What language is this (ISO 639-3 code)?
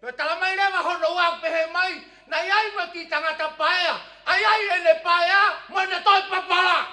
ton